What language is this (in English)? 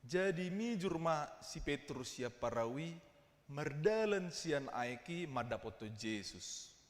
Batak Toba